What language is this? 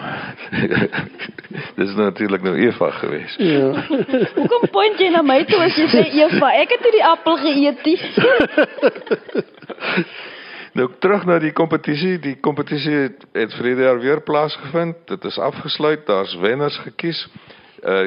Afrikaans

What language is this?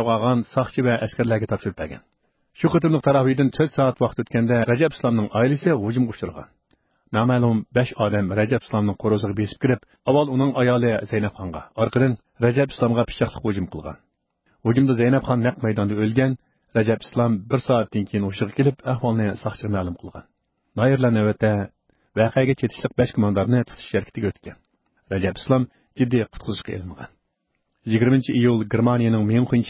Uyghur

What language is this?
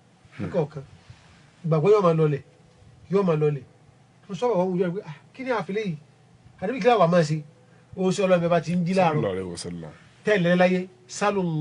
Yoruba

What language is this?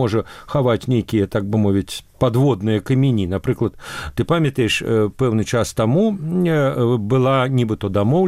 Belarusian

